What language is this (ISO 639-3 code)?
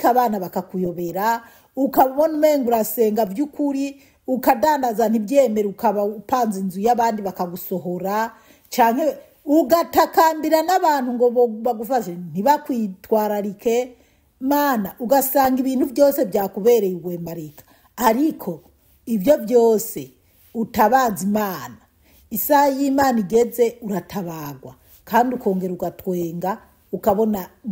run